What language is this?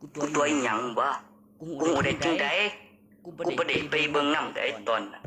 Northeastern Thai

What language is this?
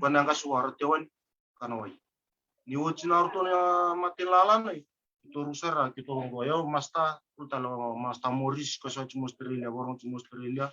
Fijian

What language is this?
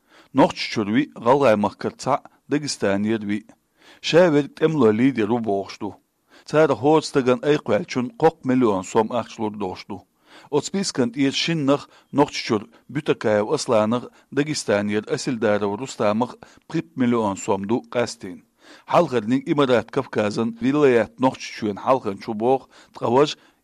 Chechen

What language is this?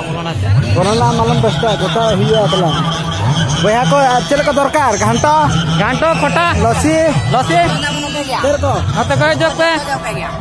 Santali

